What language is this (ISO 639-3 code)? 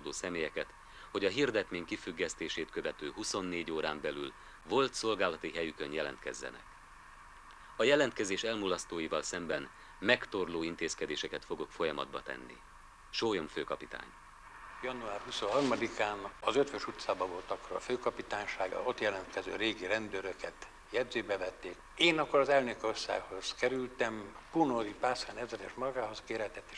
hun